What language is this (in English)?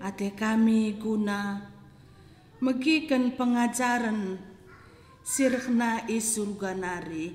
Batak Karo